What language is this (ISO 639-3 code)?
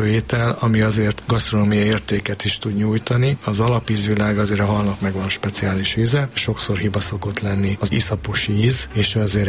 hun